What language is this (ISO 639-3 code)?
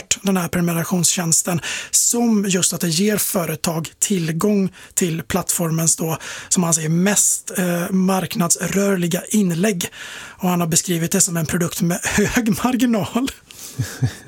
swe